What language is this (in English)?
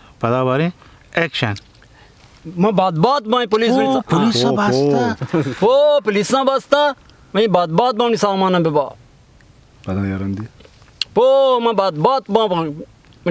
Baluchi